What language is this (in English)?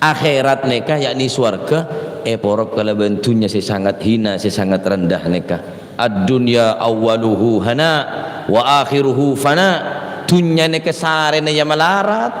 Madurese